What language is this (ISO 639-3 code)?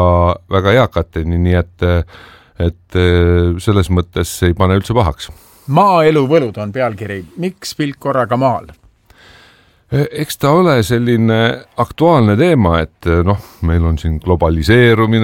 est